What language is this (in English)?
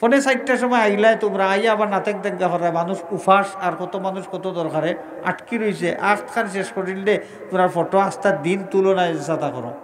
Sylheti